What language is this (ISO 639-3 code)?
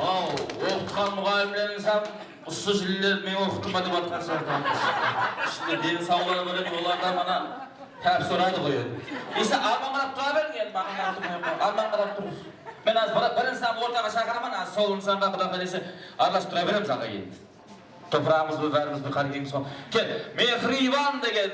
kaa